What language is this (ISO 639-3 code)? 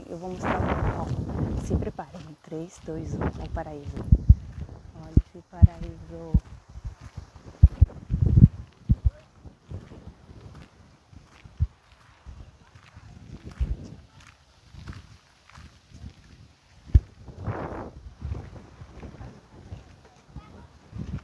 por